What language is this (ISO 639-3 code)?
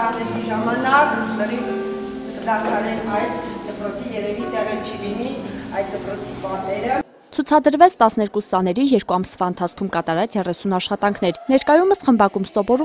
hye